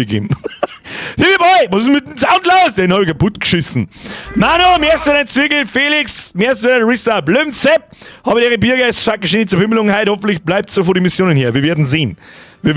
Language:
Bavarian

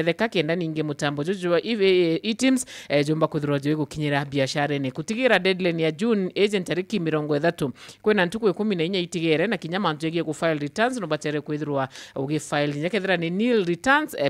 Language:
Meru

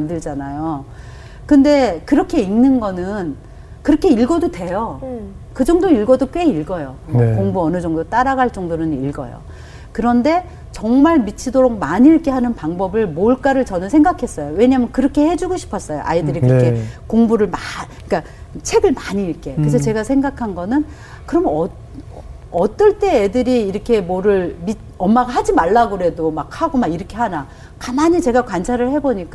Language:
Korean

